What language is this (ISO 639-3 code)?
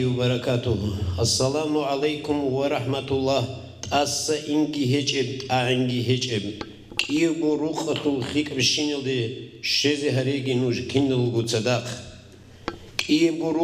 ava